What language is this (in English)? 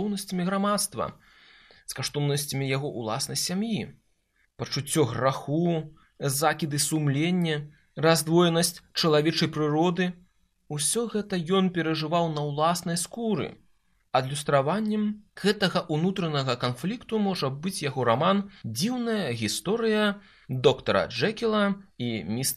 Belarusian